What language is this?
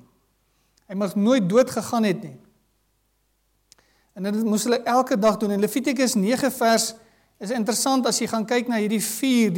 Afrikaans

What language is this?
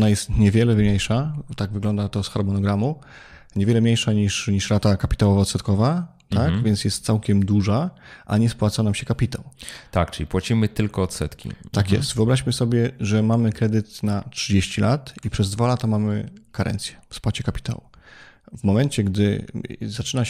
Polish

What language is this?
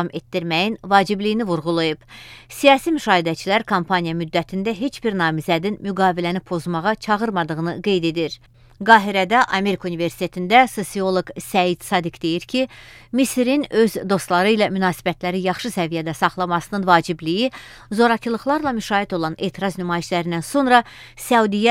Azerbaijani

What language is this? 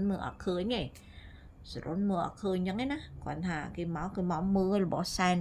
Khmer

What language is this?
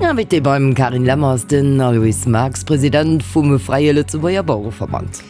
Luxembourgish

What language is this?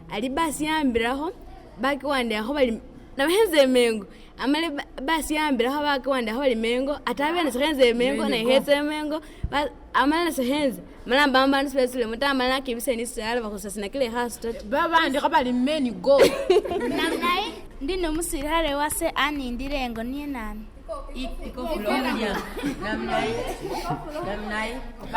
Masaaba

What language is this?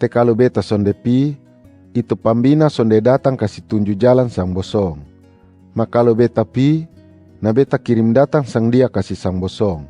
Kupang Malay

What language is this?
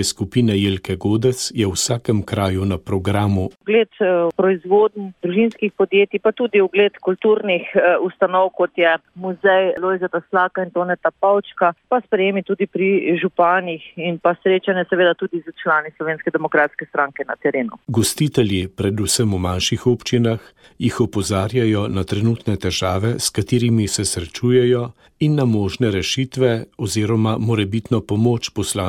Slovenian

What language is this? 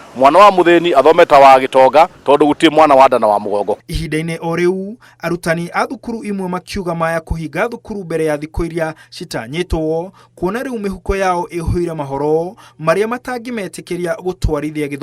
Kikuyu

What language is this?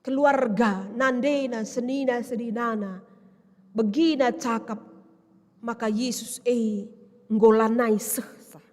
Batak Karo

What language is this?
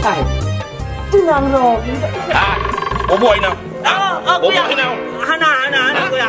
Achinese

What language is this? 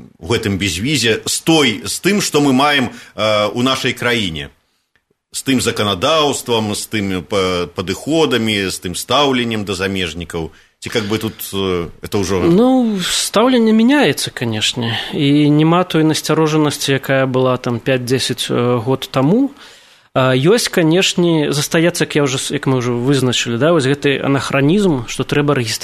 Belarusian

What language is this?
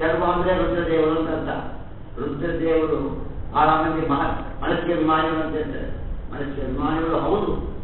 Kannada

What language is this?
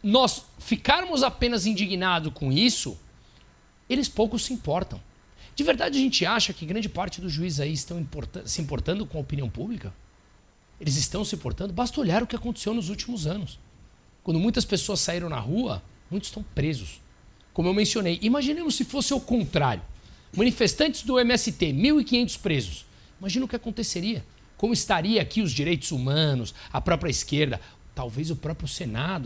Portuguese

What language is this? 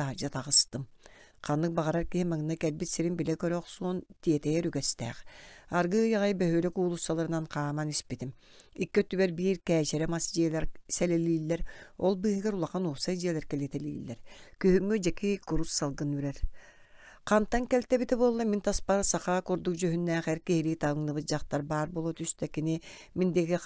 Yakut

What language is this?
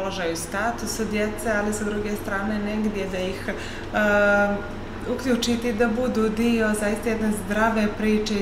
Bosnian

